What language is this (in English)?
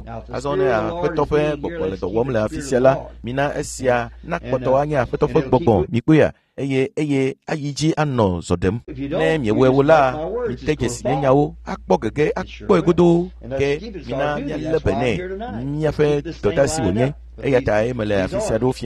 Ewe